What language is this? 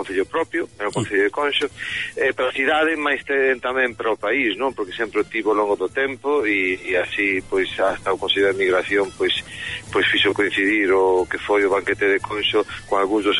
Galician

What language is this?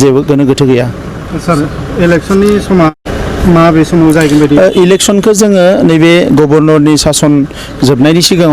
Bodo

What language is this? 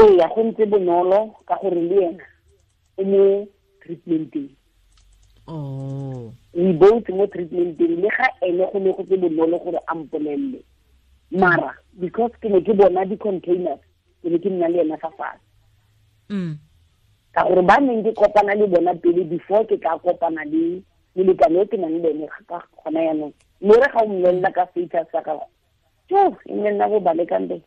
Tswana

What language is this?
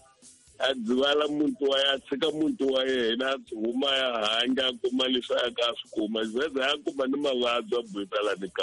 Tsonga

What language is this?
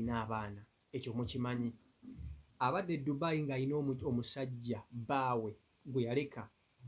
Ganda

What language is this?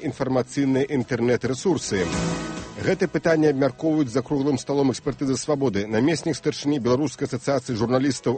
Belarusian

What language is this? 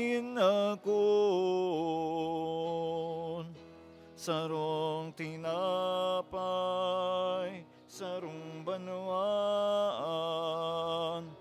Bikol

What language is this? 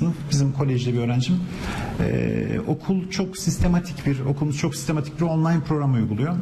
Turkish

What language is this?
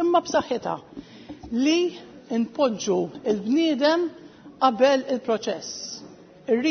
Maltese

